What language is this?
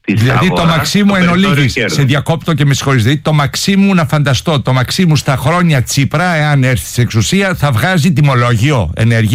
Greek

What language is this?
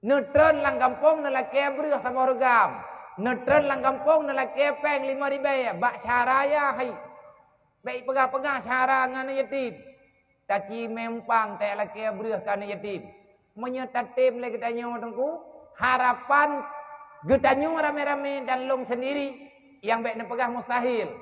Achinese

